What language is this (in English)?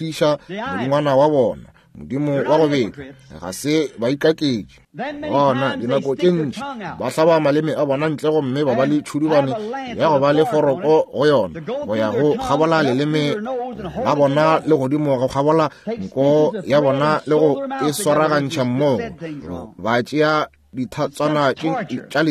Northern Sotho